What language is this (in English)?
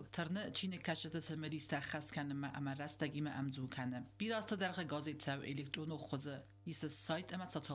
Ossetic